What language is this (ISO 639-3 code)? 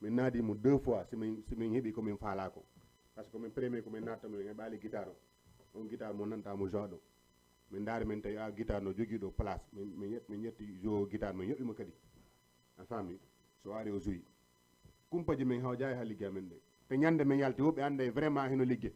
ful